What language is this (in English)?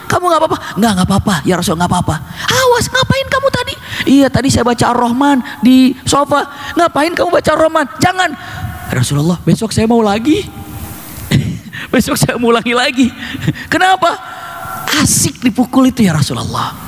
Indonesian